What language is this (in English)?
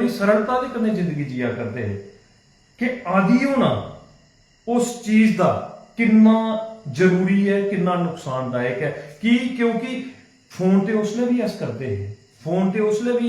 Dogri